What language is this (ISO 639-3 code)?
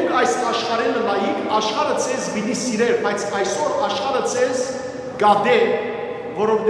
hyw